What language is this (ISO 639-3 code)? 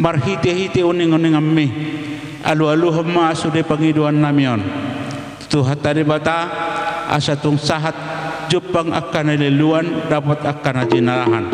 bbc